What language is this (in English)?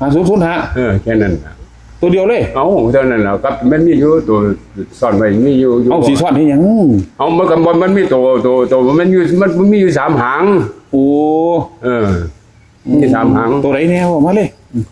Northeastern Thai